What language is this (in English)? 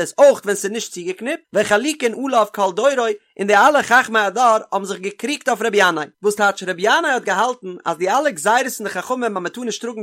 Yiddish